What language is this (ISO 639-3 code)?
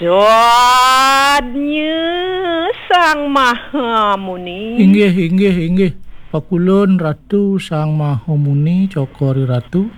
ban